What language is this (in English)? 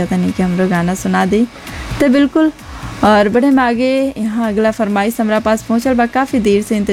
Bhojpuri